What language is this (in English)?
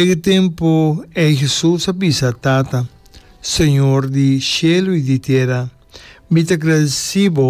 Papiamento